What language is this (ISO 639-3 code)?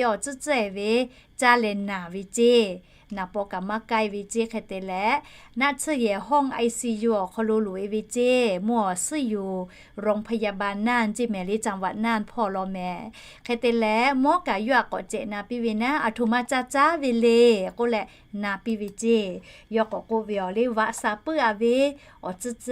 lhu